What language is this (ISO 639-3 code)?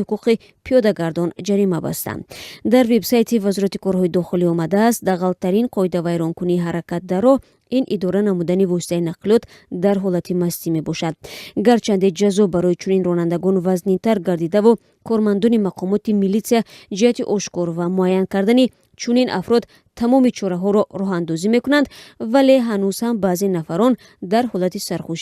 tgk